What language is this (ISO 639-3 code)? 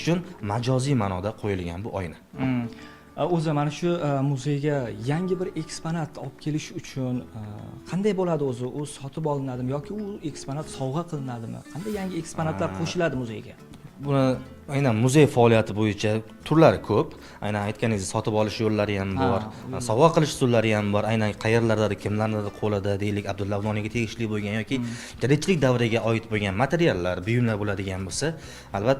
uzb